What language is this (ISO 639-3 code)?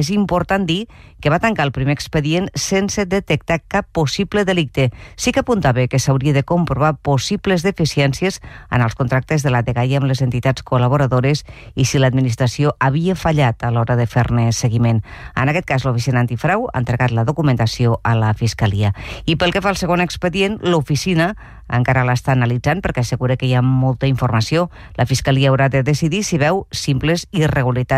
cat